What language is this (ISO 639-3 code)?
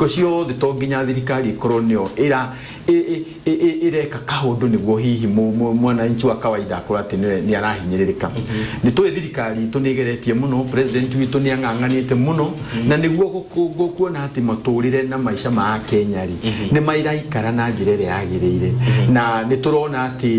kik